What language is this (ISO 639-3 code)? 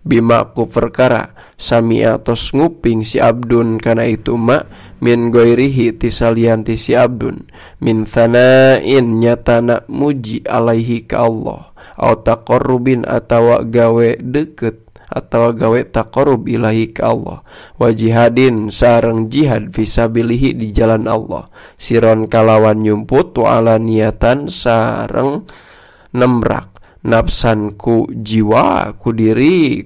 sun